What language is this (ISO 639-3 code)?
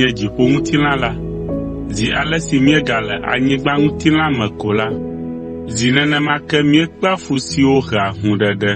ewe